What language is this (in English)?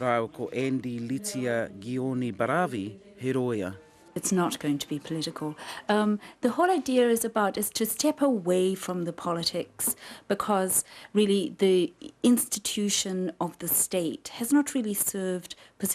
Māori